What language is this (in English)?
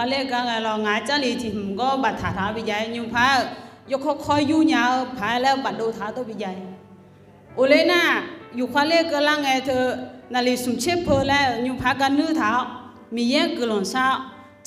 Akha